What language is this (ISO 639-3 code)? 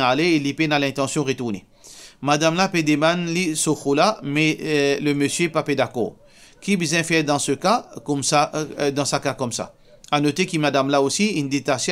mfe